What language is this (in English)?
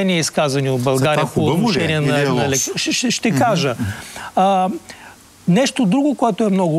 Bulgarian